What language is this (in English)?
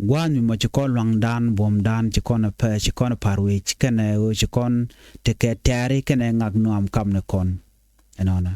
Nuer